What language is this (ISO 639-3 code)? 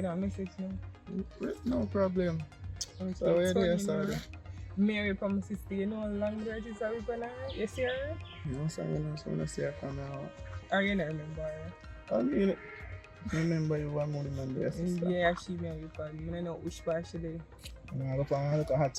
jam